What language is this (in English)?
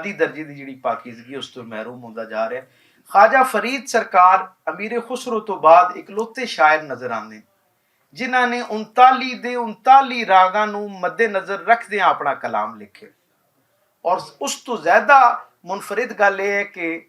Western Panjabi